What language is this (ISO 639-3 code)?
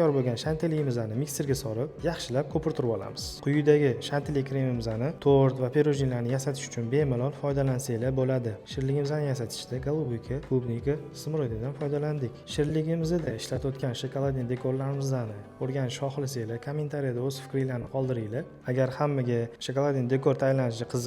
uzb